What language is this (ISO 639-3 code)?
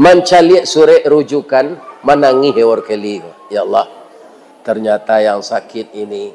min